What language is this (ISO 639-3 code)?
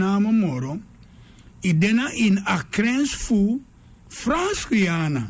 srn